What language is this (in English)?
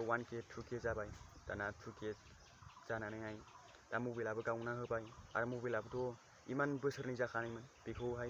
Bodo